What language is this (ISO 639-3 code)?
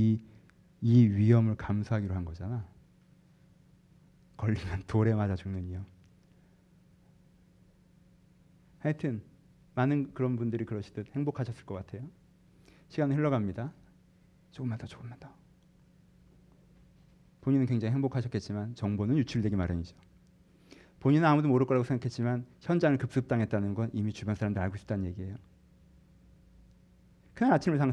kor